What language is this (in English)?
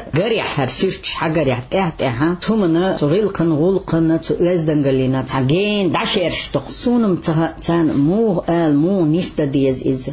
Chechen